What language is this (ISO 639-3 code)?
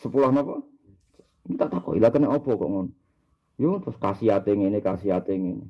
jav